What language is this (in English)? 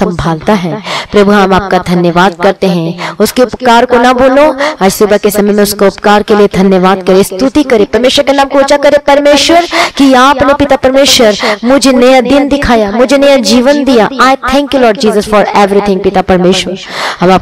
Hindi